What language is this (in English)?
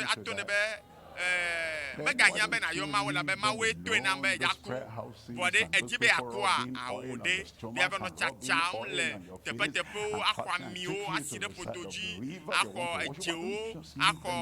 Ewe